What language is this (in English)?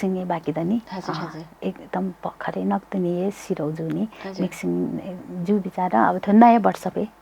Newari